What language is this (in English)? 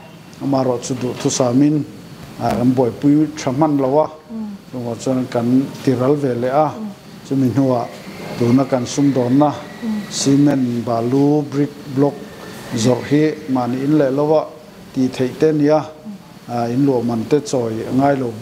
Mizo